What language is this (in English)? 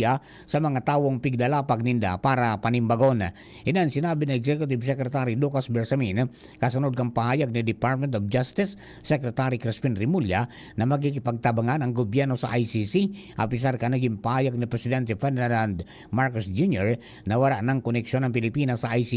Bikol